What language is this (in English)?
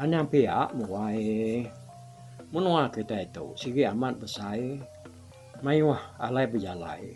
Iban